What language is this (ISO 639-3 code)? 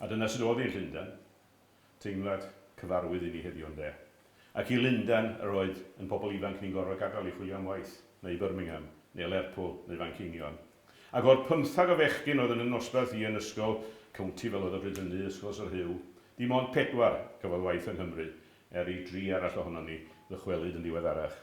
cym